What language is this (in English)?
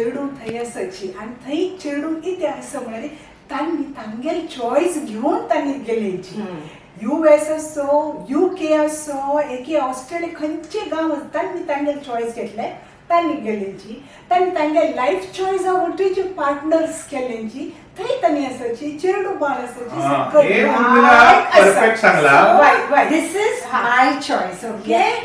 Konkani